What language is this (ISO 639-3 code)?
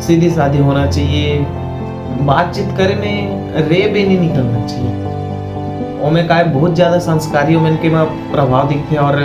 hne